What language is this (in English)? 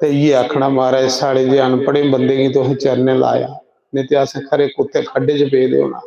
Dogri